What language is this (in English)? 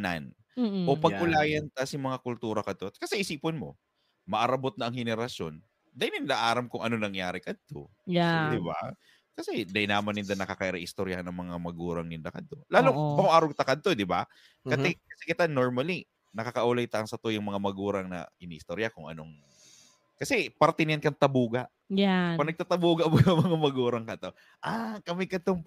Bikol